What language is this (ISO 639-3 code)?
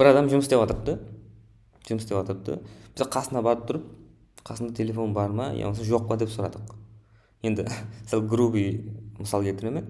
kaa